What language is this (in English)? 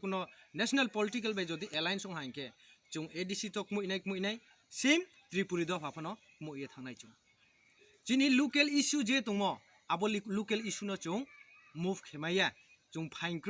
Kok Borok